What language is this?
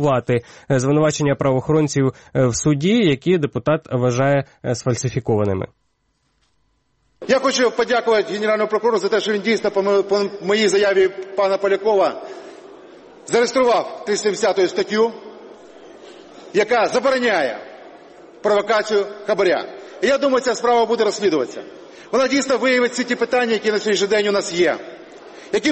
Ukrainian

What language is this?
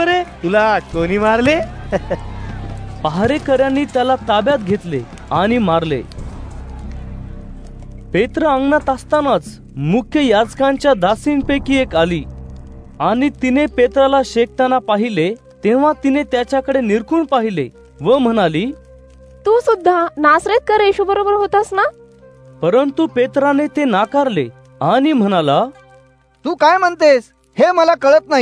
Marathi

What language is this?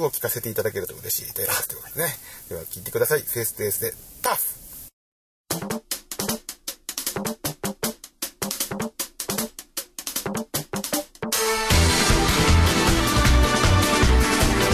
Japanese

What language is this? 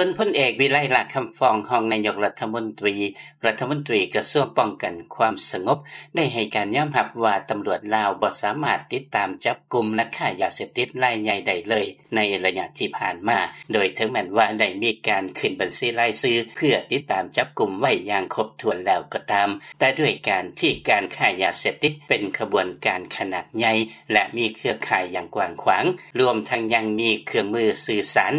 Lao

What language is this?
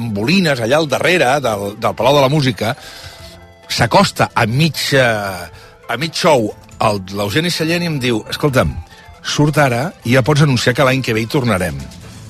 Catalan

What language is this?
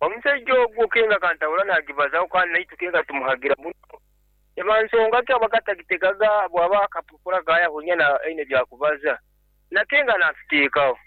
Nyankole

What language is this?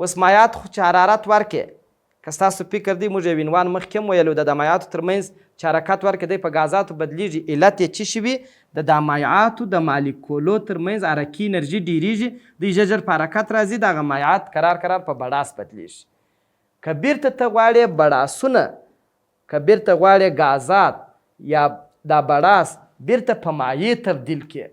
Pashto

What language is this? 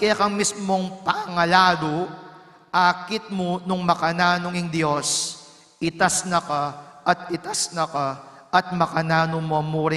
Pampanga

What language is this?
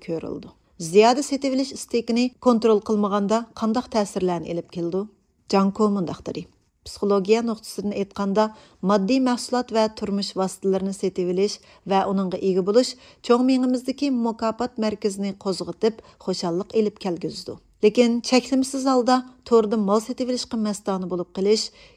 Uyghur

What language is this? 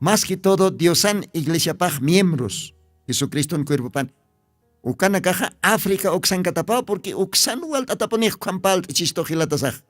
Aymara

